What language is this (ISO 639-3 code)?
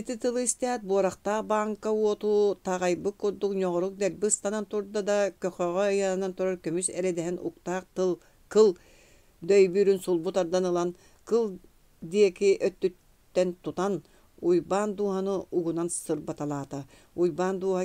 sah